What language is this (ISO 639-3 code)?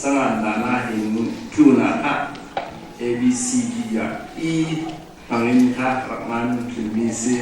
cfm